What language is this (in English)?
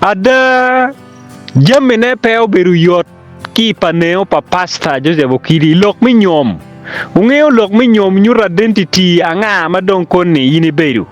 Acoli